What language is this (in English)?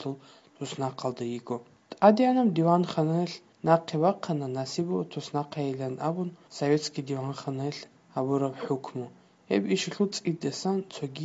Avaric